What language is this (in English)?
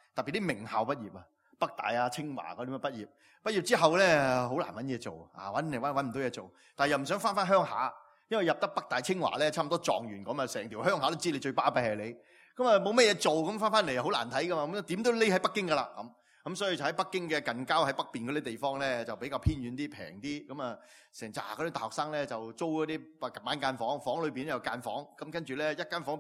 Cantonese